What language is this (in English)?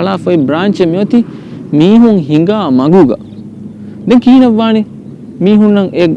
Divehi